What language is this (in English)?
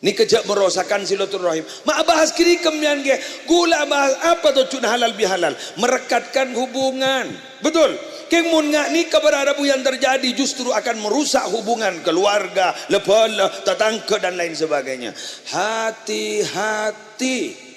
Madurese